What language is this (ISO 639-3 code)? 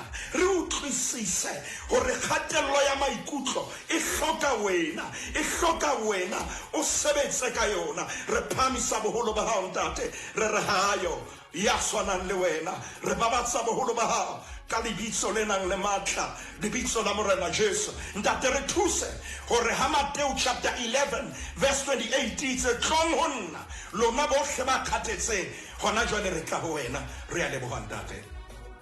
sot